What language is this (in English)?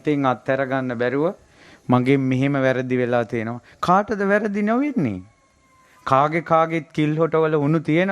Sinhala